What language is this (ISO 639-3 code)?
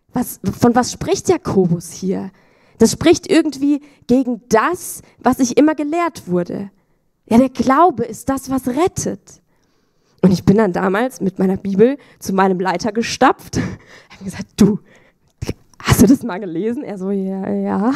gsw